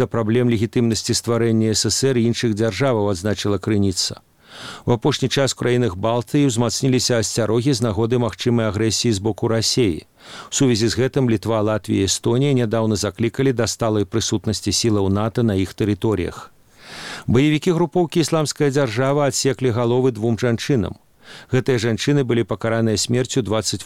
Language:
Belarusian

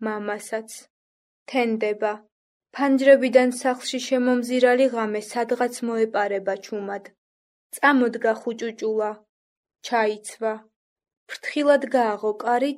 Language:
Georgian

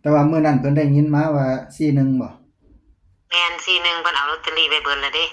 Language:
Northeastern Thai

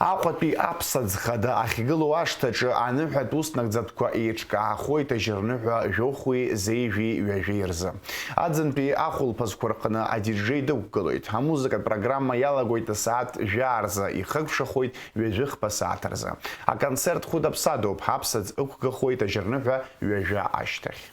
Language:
Abkhazian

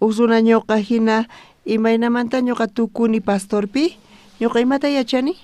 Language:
South Bolivian Quechua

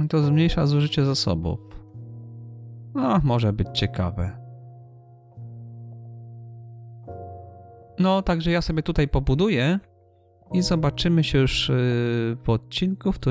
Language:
Polish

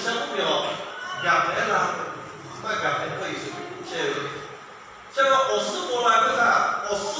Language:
Lahu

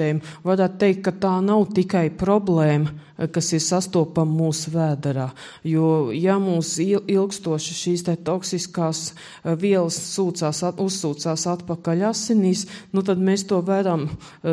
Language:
Latvian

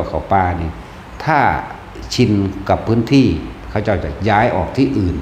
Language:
Northeastern Thai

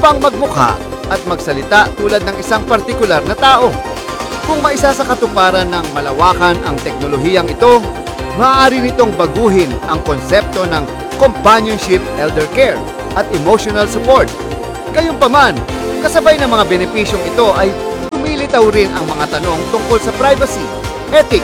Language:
Filipino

